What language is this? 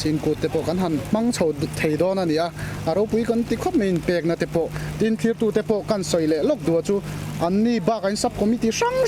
Mizo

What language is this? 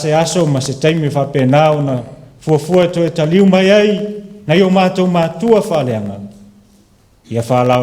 Samoan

